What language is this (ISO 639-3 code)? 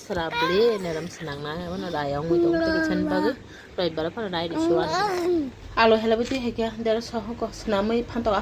trp